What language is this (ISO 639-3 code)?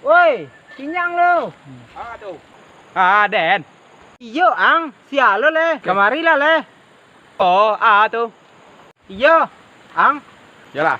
min